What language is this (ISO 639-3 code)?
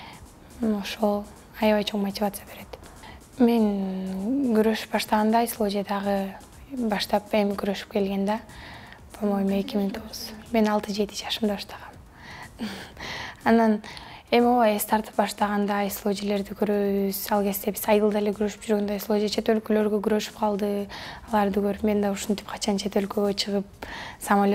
kir